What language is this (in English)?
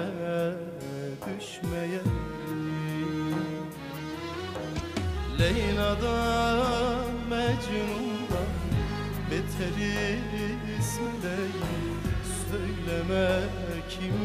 Turkish